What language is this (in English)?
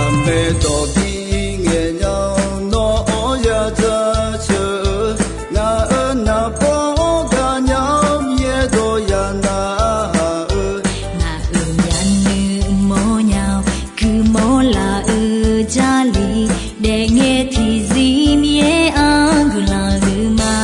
Akha